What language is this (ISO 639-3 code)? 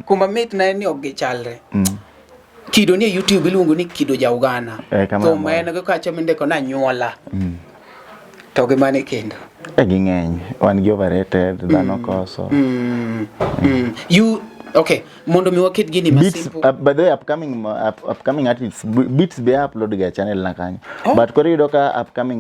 luo